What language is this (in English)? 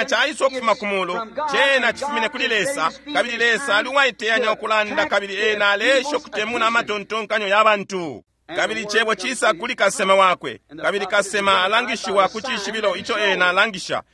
Bemba